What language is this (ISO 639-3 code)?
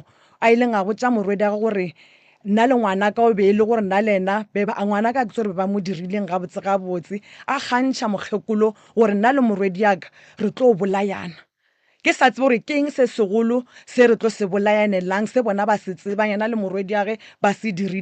nso